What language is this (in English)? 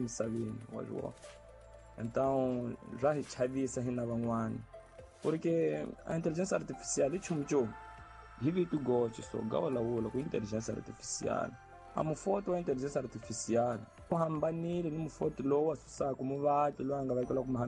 Tsonga